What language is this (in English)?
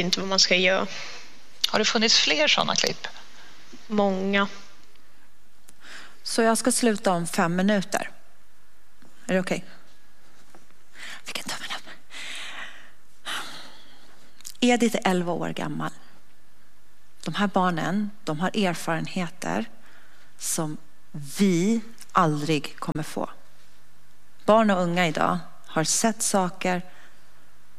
Swedish